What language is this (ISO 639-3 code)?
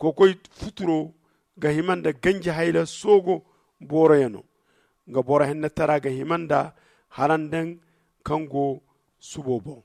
dje